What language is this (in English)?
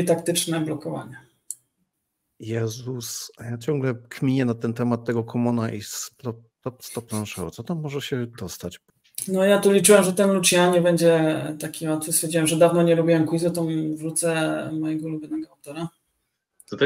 Polish